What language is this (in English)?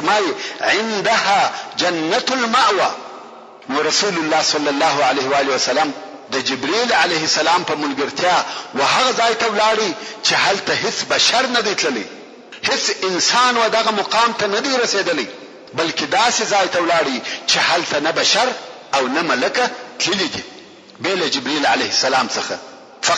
Pashto